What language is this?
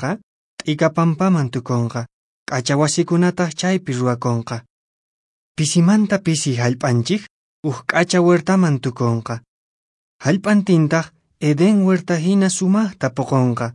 Quechua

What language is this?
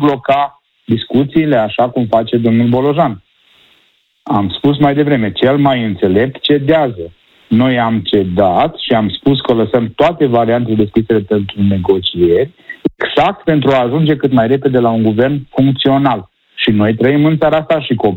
Romanian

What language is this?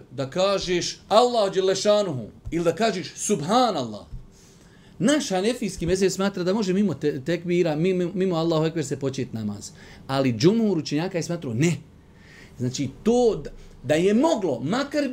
Bosnian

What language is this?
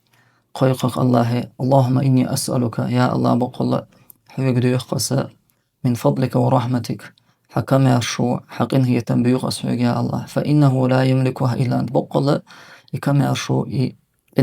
Chechen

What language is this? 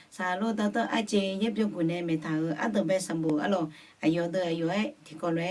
Akha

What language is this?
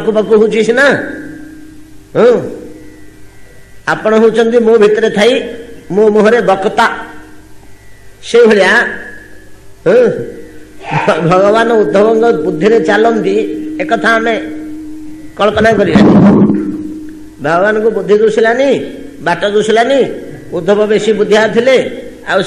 Odia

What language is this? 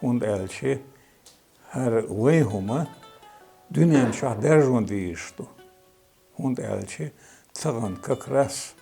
Chechen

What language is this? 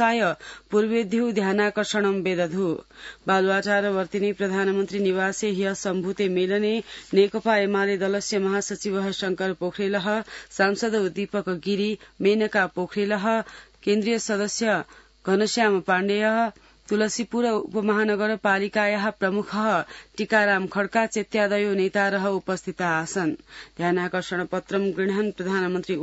Sanskrit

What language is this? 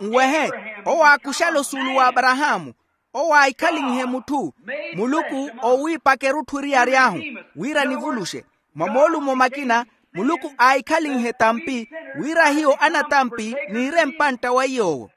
Makhuwa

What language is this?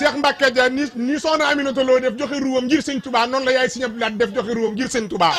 Wolof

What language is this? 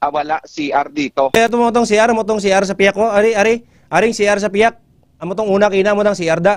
Hiligaynon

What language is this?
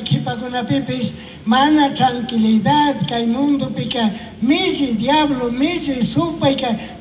Chimborazo Highland Quichua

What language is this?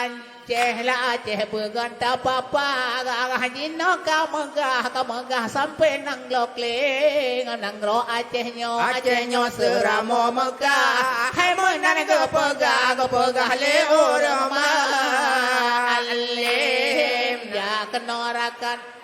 Achinese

